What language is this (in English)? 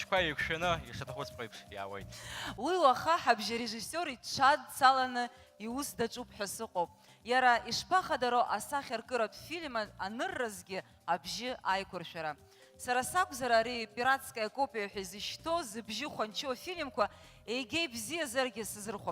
Abkhazian